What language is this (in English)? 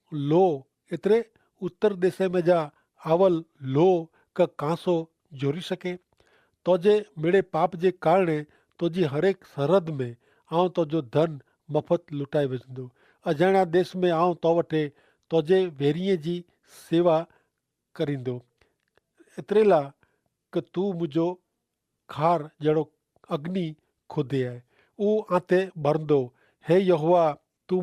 Kachhi